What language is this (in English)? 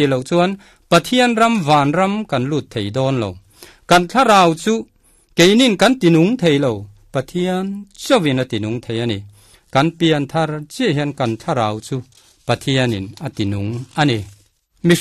Mizo